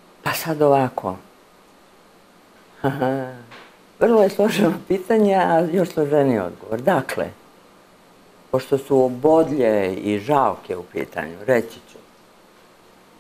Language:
Serbian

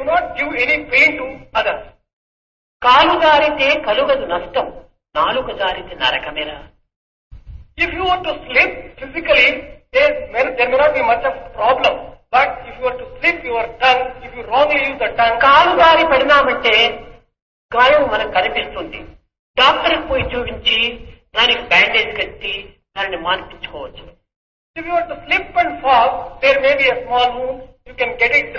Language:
Telugu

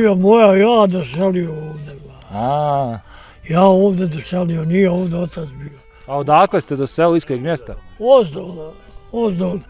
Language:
Bosnian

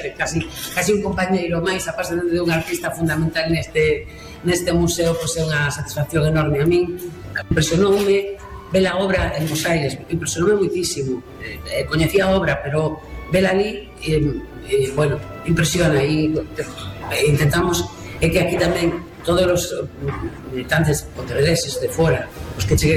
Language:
Galician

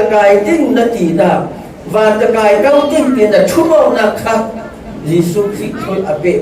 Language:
Falam Chin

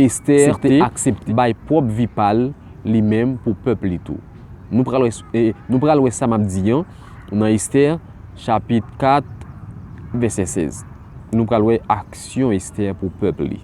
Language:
Haitian Creole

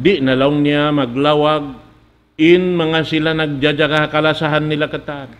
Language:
Tausug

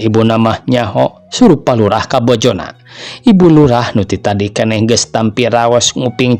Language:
Sundanese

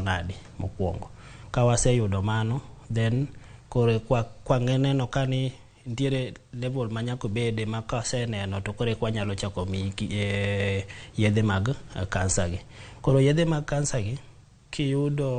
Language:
Luo (Kenya and Tanzania)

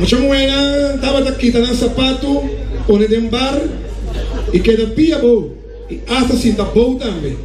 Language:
Papiamento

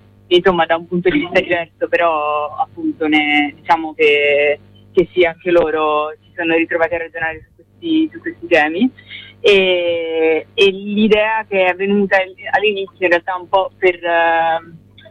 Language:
Italian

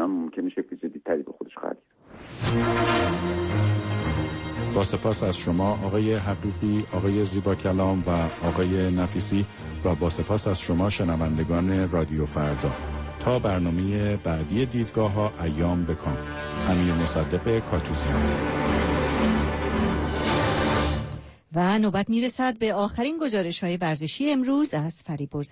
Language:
Persian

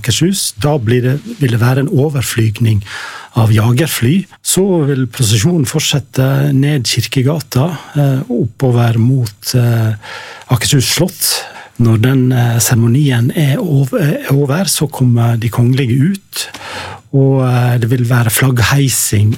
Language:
Norwegian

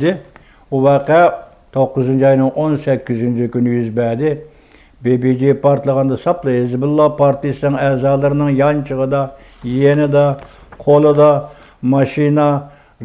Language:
Uyghur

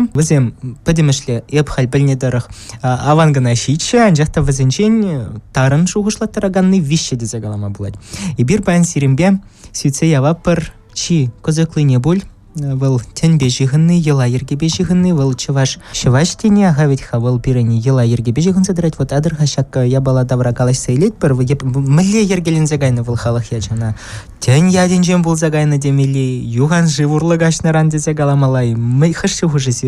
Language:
Chuvash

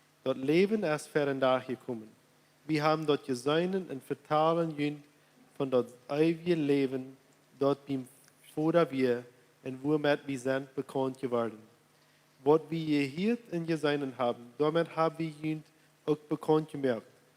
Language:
Plautdietsch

